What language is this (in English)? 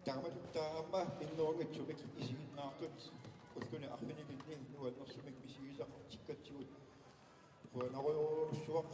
Kalaallisut